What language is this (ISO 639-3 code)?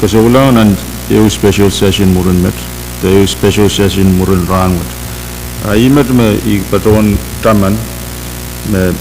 pon